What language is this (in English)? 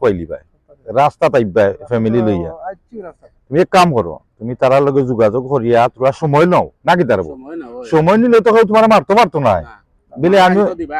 Sylheti